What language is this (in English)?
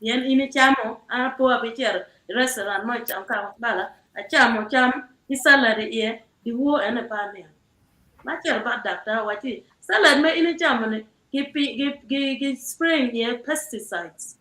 Acoli